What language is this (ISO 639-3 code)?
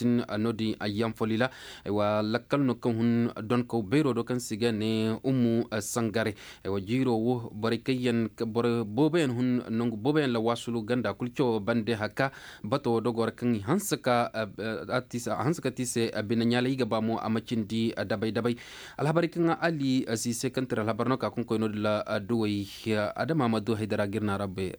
ses